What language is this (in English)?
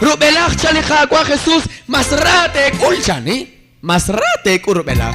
Kekchí